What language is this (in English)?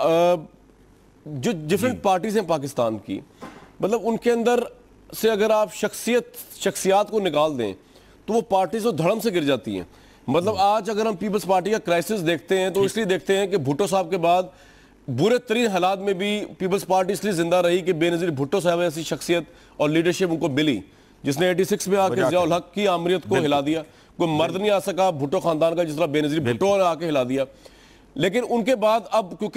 Urdu